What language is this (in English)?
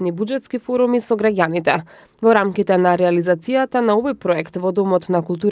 Macedonian